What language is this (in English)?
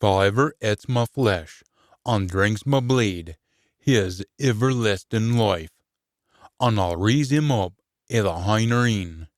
Scots